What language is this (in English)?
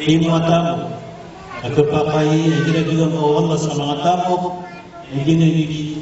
Maranao